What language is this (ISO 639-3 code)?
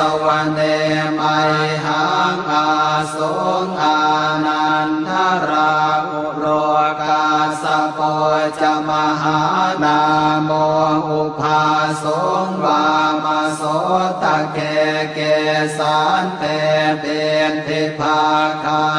pli